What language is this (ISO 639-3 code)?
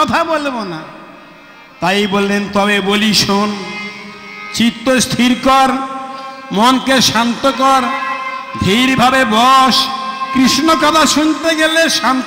ben